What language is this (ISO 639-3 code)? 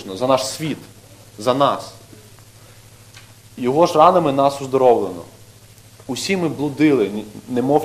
ukr